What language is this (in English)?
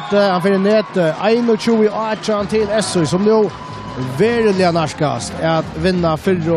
Faroese